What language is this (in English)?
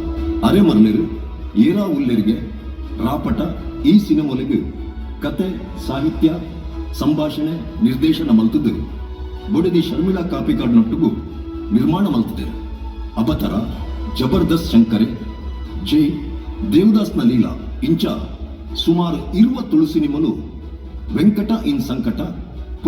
Tulu